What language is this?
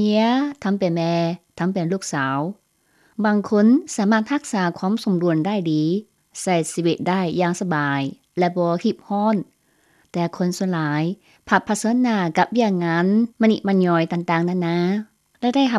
Lao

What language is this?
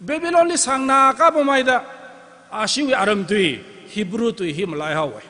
Tangkhul Naga (India)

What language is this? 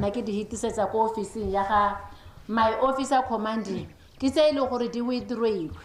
Tswana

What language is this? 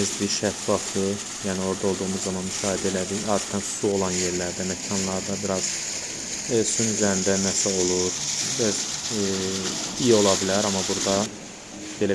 Azerbaijani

